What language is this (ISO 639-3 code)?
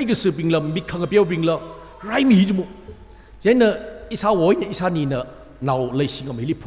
nmf